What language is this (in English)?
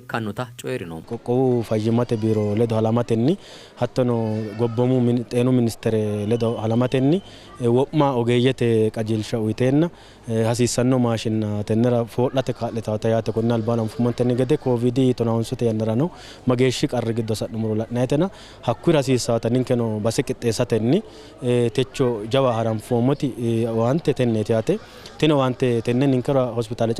Sidamo